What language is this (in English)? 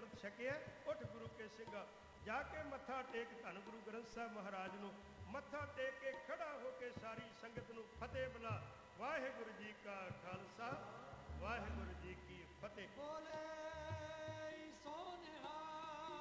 Punjabi